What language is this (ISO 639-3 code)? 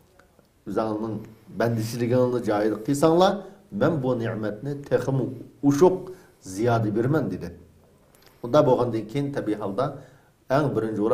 uig